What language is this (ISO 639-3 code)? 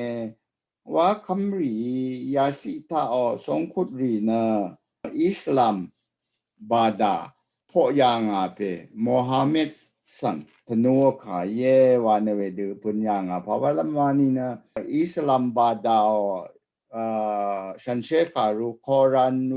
raw